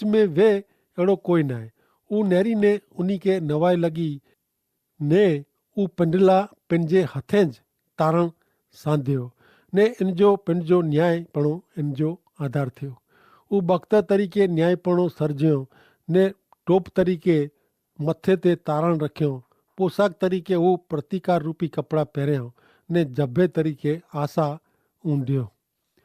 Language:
Kachhi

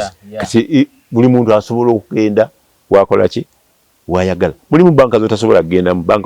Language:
Ganda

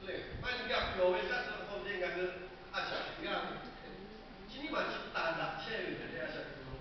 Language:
Lahu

